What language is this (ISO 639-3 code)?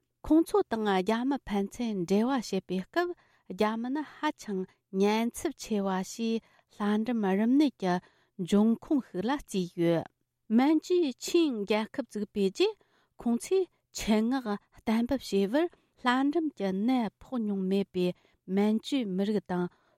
bod